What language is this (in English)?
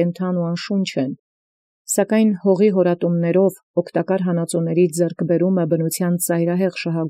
Armenian